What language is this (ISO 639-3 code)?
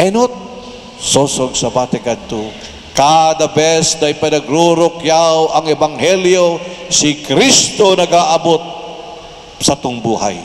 bik